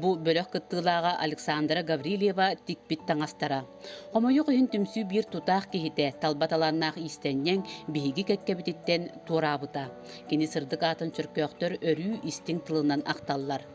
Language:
Yakut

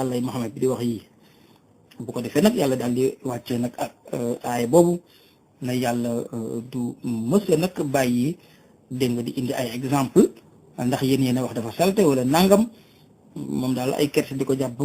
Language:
Wolof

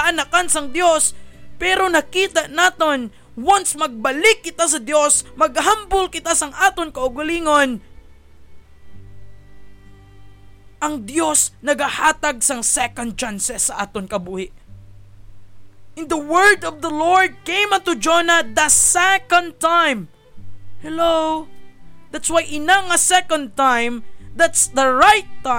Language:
Hiligaynon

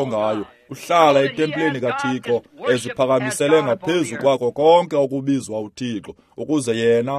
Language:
Xhosa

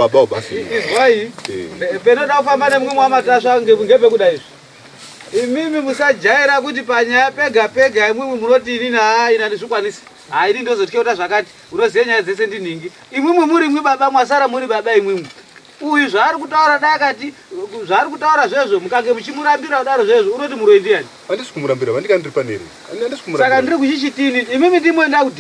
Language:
Shona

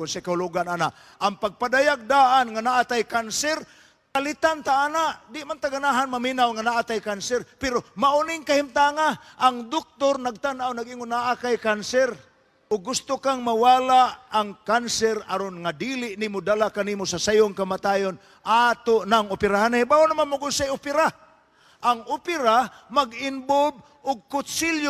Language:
Cebuano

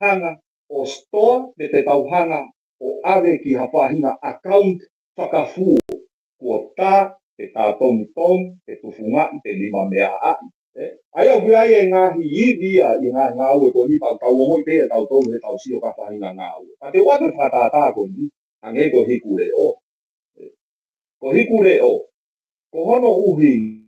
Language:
Tongan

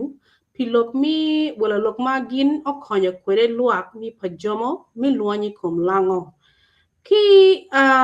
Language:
Acoli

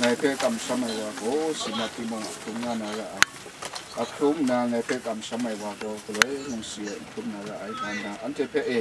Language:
Kachin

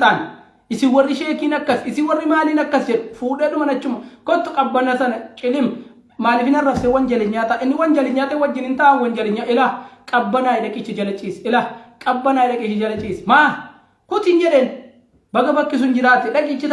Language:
Oromo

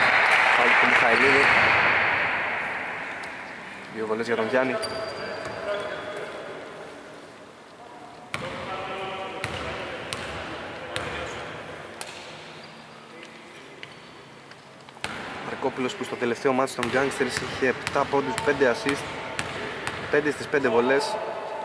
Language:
Greek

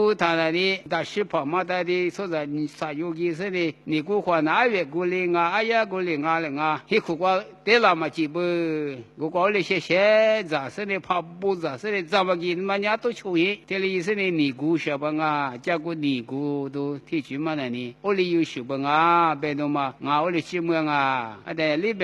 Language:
Lisu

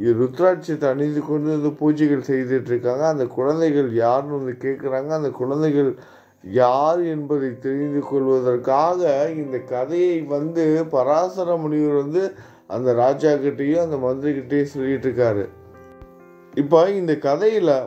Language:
Tamil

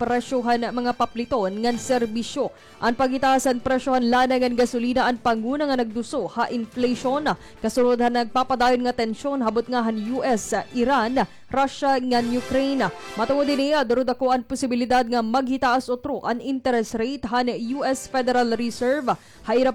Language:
Waray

